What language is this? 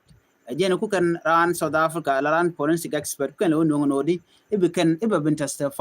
Nuer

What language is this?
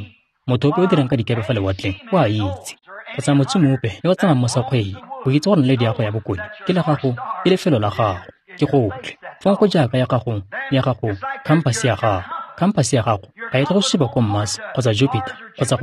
Tswana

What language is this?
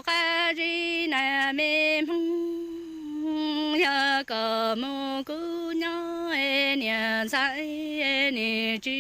Hmong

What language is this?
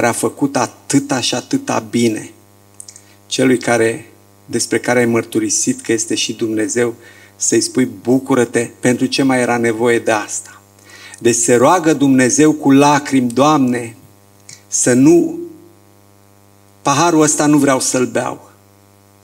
Romanian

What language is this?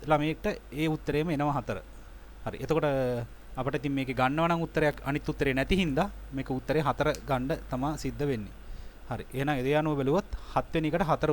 Sinhala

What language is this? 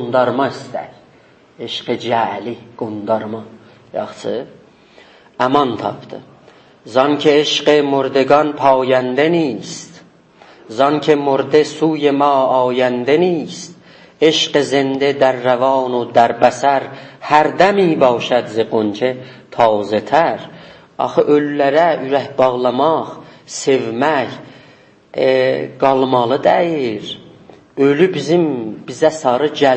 South Azerbaijani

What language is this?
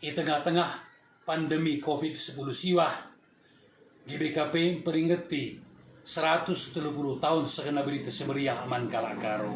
Batak Karo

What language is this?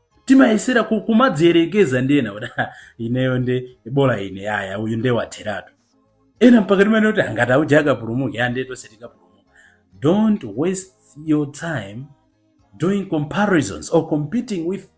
Nyanja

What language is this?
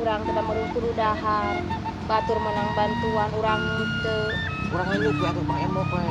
Sundanese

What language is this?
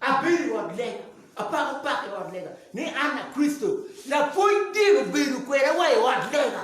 Acoli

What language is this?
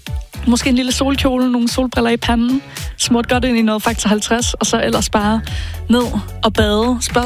Danish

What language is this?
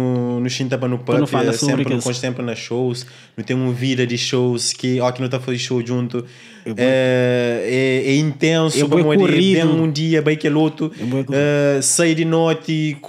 Kabuverdianu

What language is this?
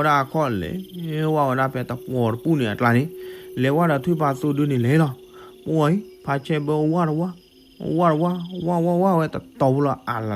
S'gaw Karen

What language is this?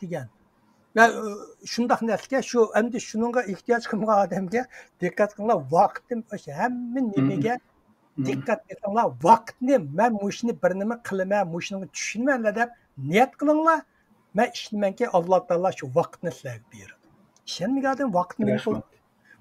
Uyghur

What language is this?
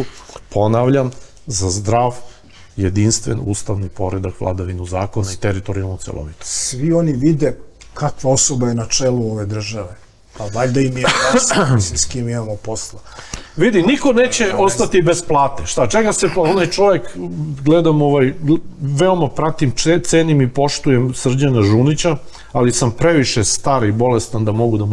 Serbian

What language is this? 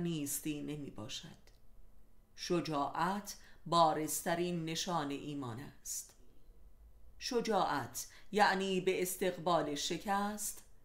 Persian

